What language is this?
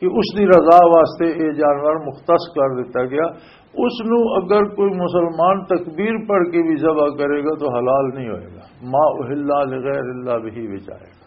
Western Panjabi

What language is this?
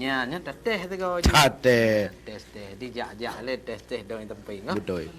Achinese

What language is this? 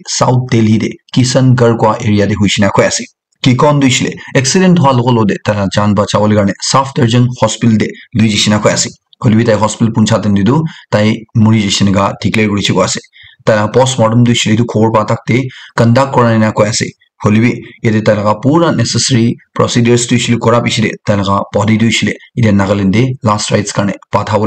Naga Pidgin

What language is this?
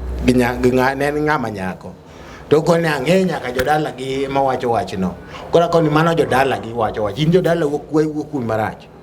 Luo (Kenya and Tanzania)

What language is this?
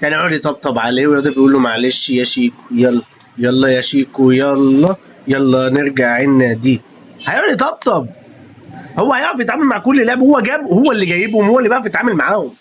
Egyptian Arabic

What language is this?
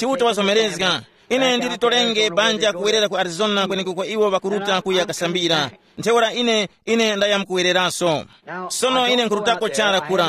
Tumbuka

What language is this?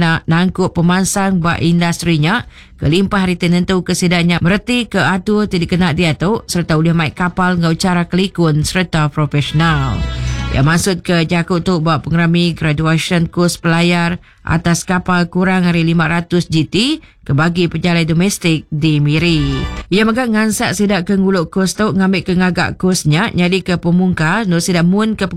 Iban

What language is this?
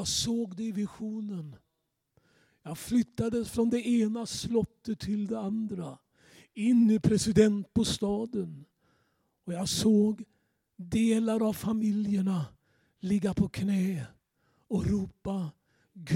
Swedish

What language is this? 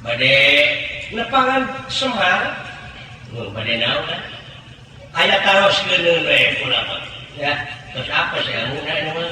Sundanese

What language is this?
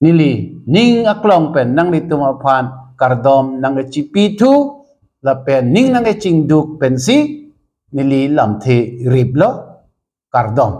Karbi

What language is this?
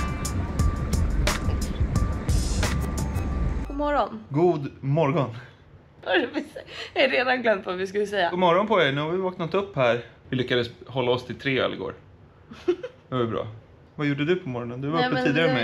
Swedish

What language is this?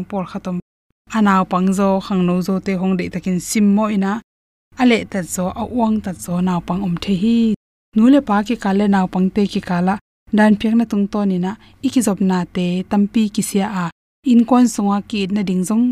Tedim Chin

